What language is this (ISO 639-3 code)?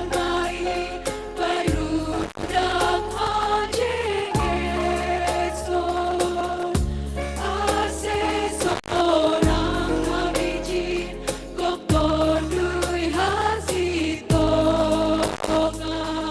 bts